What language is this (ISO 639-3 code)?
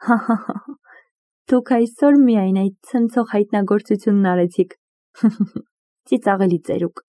hye